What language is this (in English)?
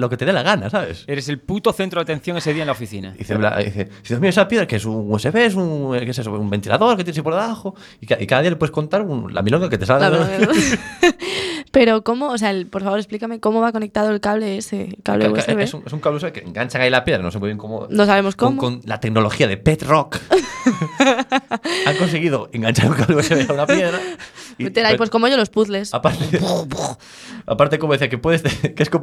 Spanish